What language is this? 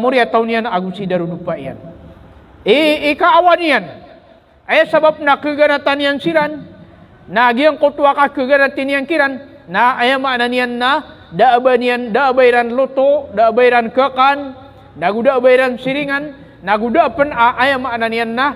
Maranao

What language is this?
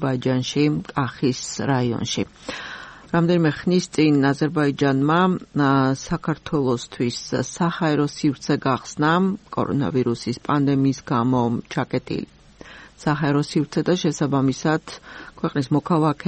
Georgian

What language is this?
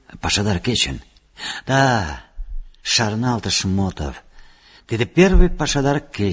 Mari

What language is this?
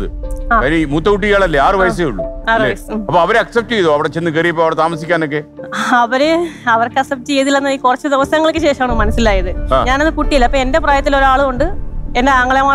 Malayalam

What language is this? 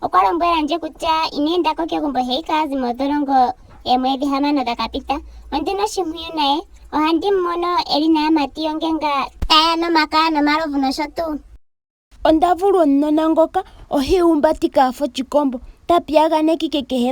Ndonga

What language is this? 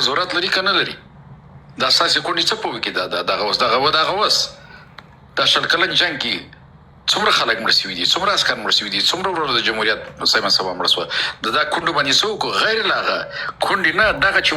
Pashto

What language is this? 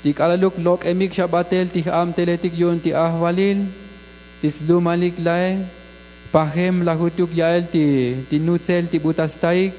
Tzotzil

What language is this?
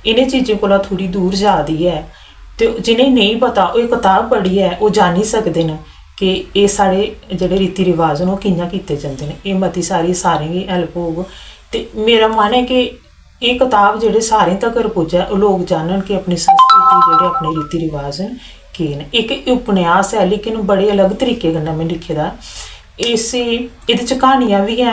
Dogri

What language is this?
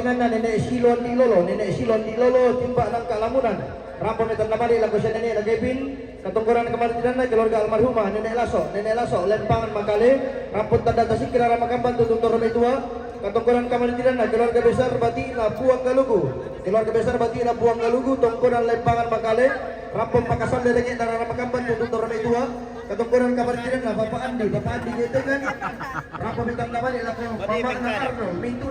Toraja-Sa'dan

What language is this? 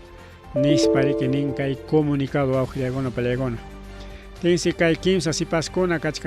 Ayacucho Quechua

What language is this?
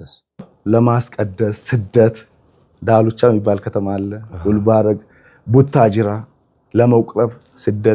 Amharic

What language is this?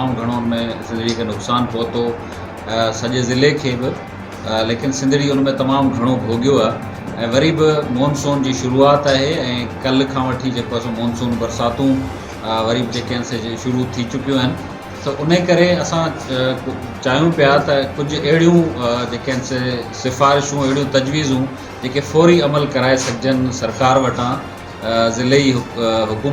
Sindhi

